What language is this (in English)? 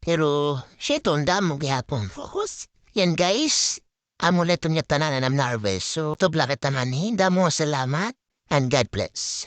Waray